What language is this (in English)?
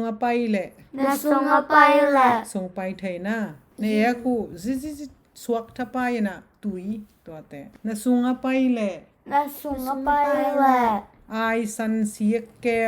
Tedim Chin